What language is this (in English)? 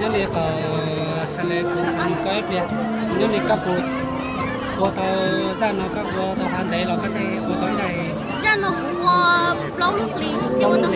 Hmong